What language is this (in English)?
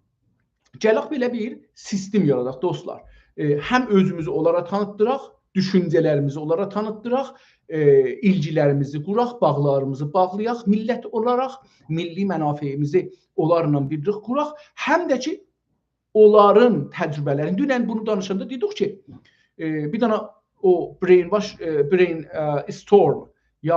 South Azerbaijani